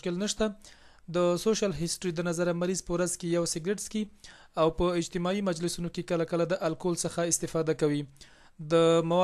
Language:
Pashto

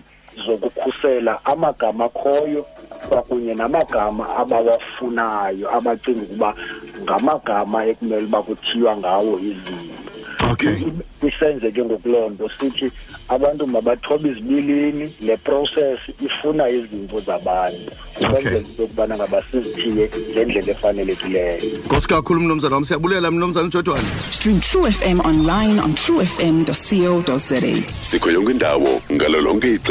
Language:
Xhosa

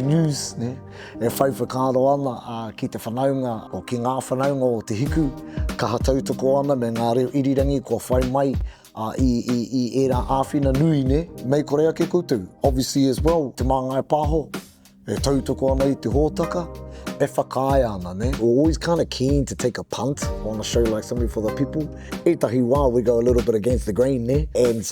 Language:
Māori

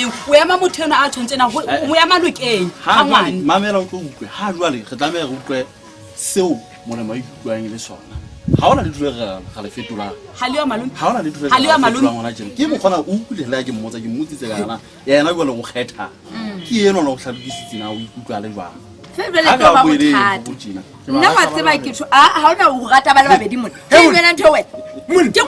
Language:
Southern Sotho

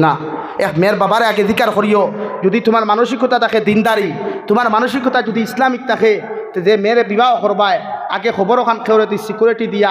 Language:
Sylheti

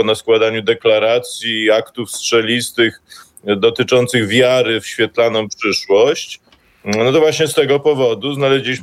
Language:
Polish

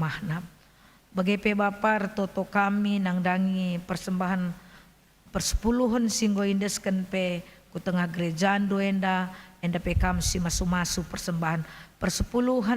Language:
Batak Karo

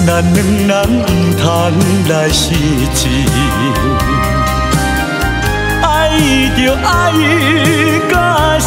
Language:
Min Nan Chinese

